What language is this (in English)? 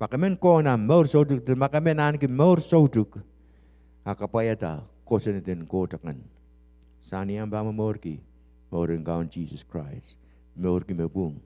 Pohnpeian